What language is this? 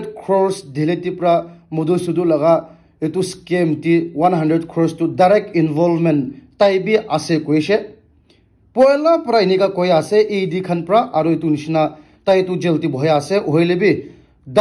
Naga Pidgin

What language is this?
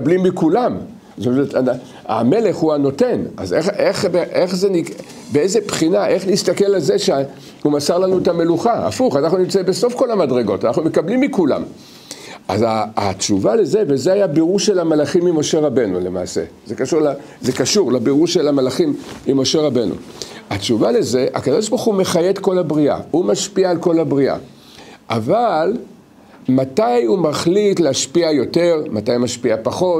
Hebrew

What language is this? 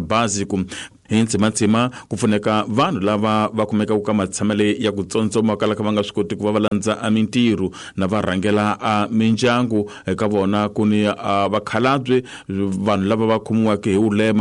Tsonga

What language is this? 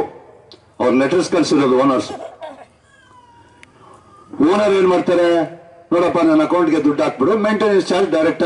Kannada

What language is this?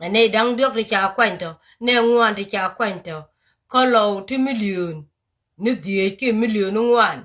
Nuer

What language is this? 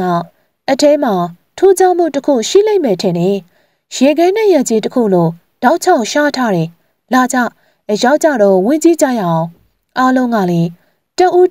Burmese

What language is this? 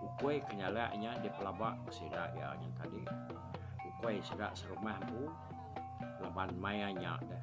Iban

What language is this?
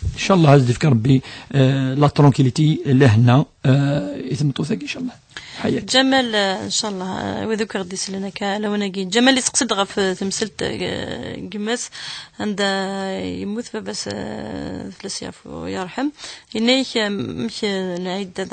Kabyle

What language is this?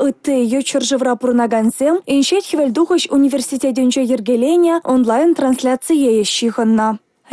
Chuvash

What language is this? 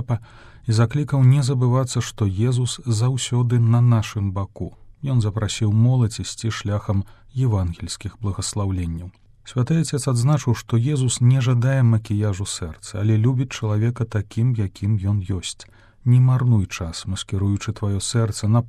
Belarusian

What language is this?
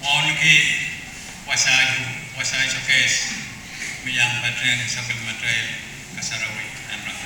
Pohnpeian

